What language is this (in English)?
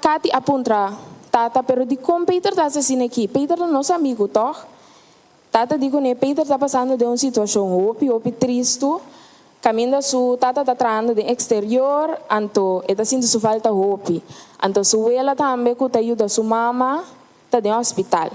Papiamento